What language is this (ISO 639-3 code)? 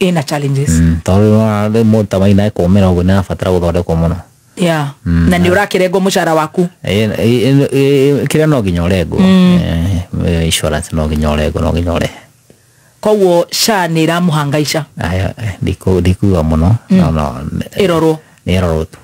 kik